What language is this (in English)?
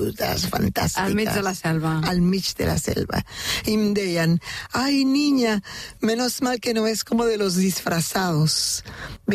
Catalan